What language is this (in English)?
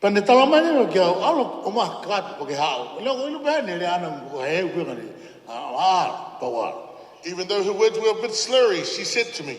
Tongan